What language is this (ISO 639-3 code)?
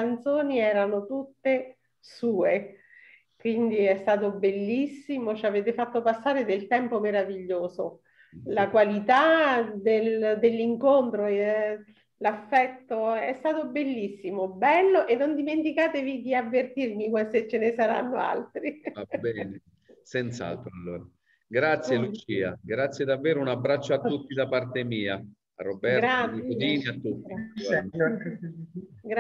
ita